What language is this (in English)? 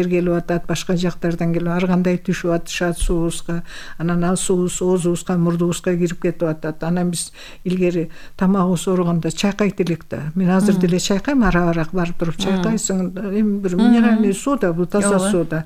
Kyrgyz